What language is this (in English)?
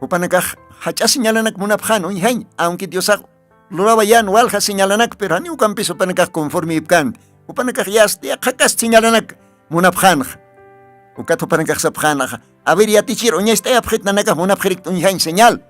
Aymara